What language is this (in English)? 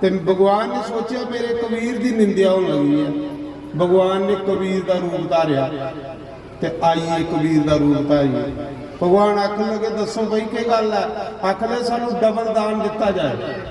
Dogri